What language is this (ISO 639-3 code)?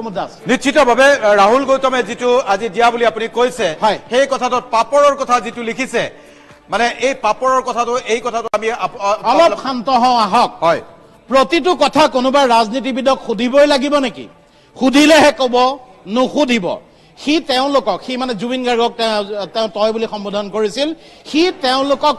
asm